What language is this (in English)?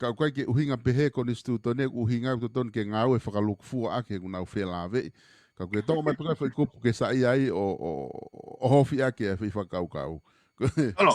Tongan